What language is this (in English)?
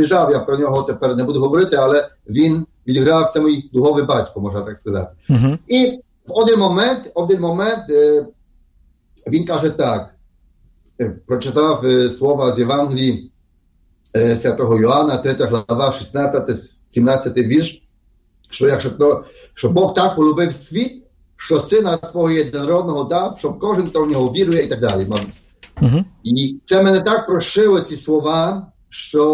Ukrainian